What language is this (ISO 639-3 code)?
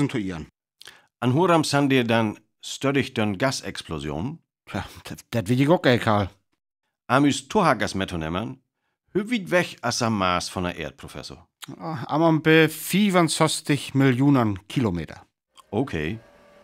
frr